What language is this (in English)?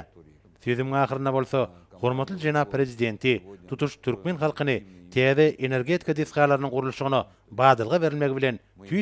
Turkmen